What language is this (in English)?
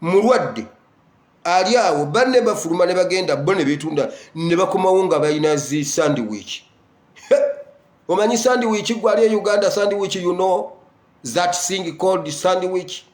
Ganda